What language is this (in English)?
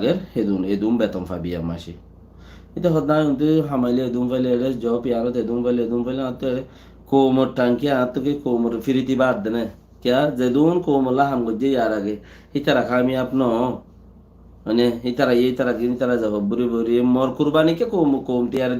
Rohingya